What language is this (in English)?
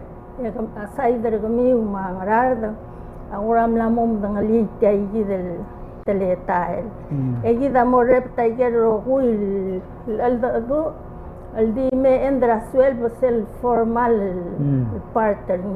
Palauan